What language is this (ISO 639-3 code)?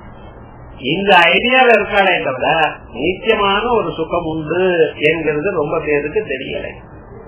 tam